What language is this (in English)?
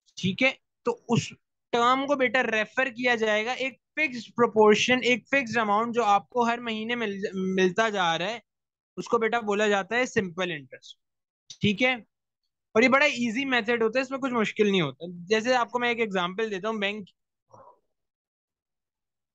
Hindi